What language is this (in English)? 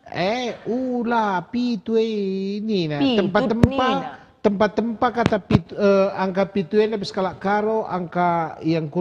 Batak Karo